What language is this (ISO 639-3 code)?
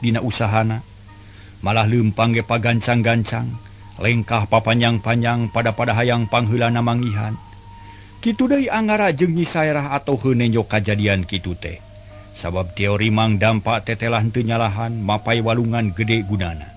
sun